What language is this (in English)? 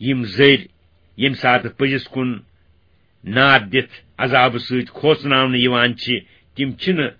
Kashmiri